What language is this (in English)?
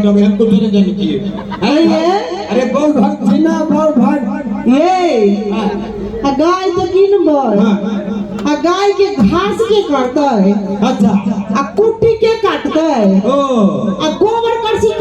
Maithili